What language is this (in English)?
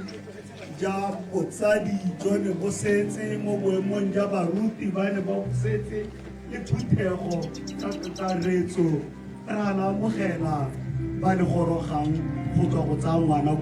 Tswana